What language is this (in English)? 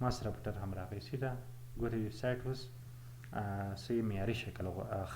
Pashto